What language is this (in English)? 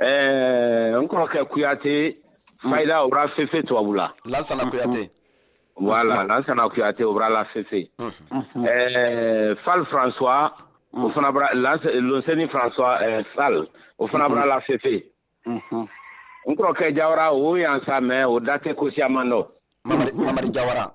Bambara